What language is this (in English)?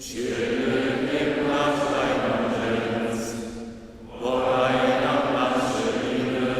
Upper Sorbian